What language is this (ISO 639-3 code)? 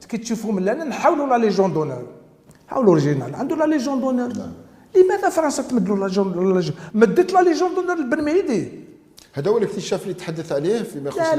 arq